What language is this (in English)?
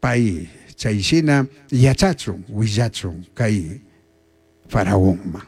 Chimborazo Highland Quichua